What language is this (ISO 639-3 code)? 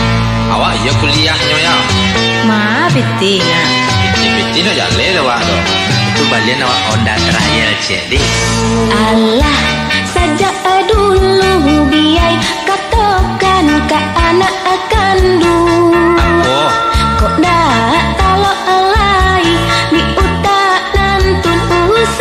min